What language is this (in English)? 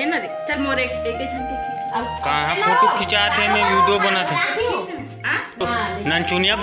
Chhattisgarhi